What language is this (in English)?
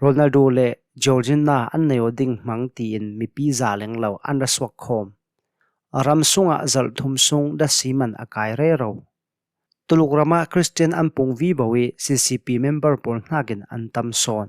Hakha Chin